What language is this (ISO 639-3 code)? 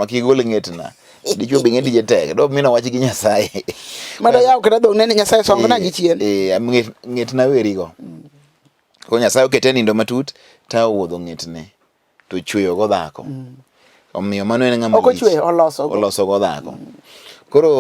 luo